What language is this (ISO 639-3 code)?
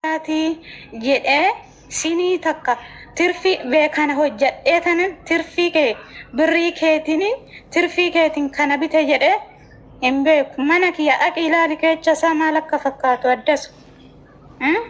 orm